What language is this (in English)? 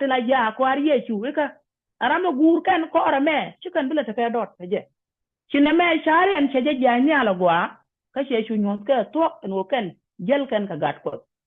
Nuer